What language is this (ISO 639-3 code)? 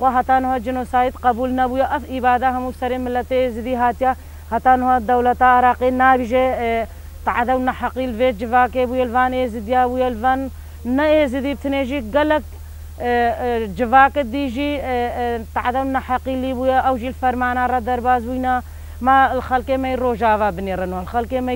kur